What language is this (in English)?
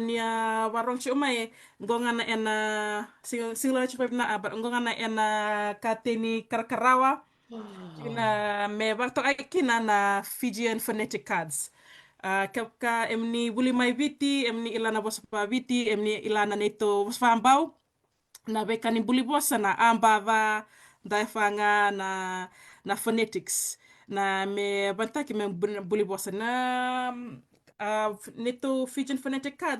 Fijian